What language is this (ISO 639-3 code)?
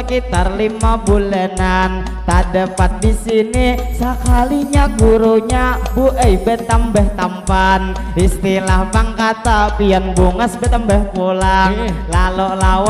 bjn